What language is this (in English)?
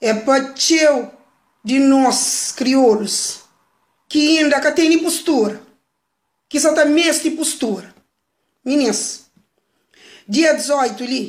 Kabuverdianu